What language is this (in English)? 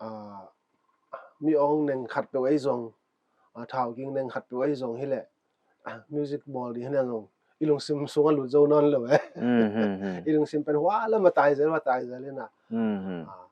Paite Chin